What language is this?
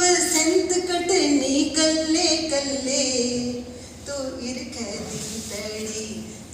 Dogri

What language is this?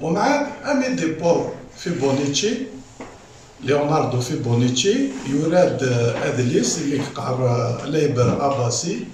Kabyle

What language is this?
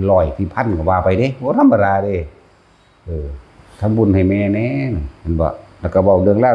Northeastern Thai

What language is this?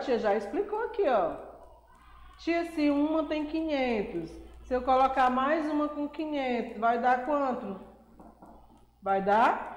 Portuguese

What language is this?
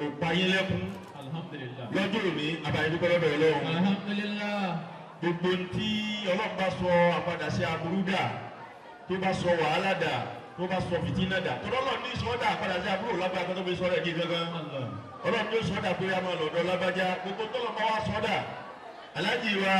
Yoruba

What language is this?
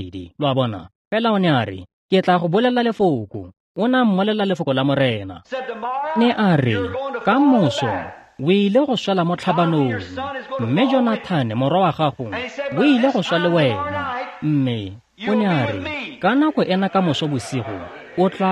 Tswana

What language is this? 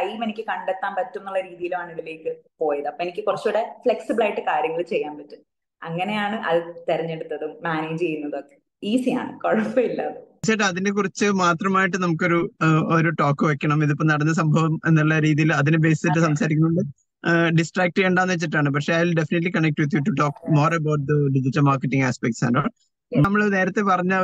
Malayalam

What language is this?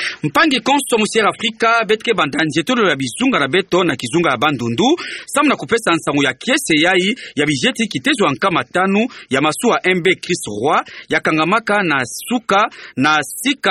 Kituba (Democratic Republic of Congo)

